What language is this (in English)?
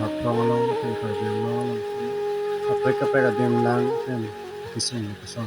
Karbi